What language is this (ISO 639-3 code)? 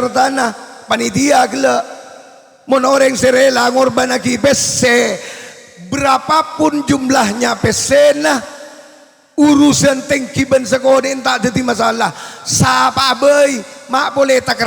mad